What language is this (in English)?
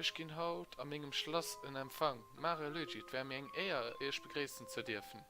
Luxembourgish